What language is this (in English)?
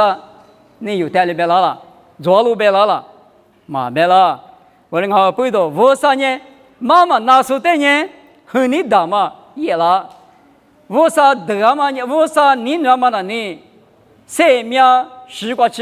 Lisu